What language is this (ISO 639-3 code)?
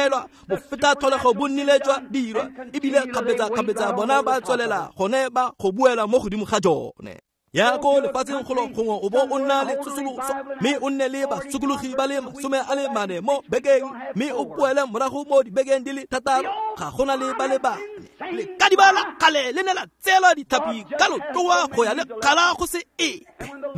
tsn